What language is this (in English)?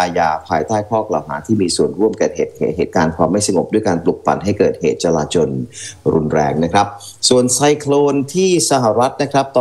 Thai